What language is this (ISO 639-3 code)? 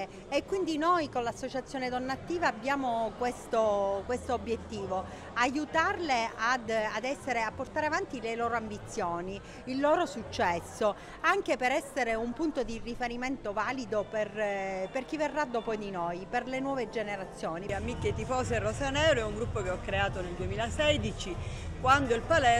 ita